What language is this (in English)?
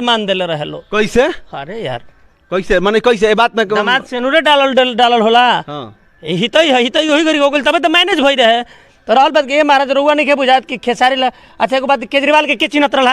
Bhojpuri